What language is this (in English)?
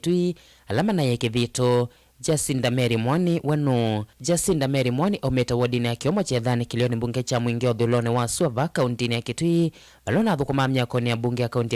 Kamba